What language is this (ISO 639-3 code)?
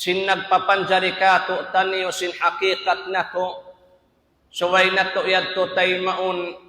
tsg